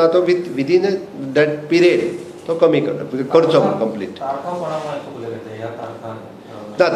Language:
Konkani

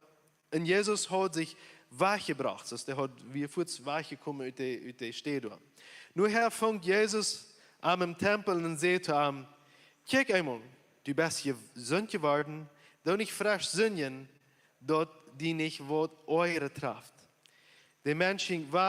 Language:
Plautdietsch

